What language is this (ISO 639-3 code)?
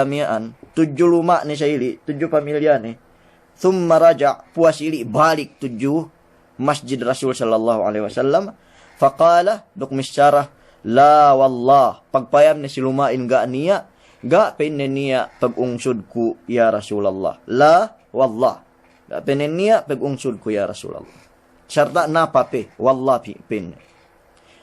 yka